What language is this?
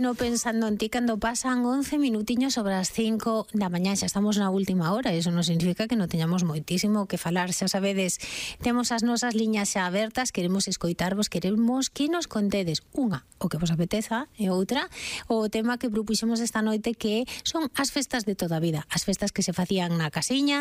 Galician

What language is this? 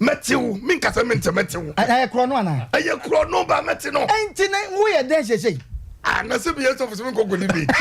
Akan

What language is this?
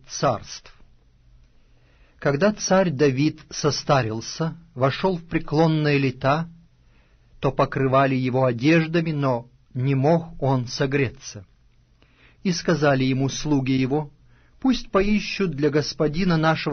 Russian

